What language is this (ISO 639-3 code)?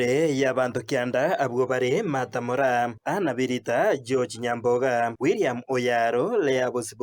guz